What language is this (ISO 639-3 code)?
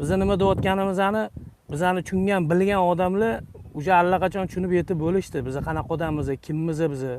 uzb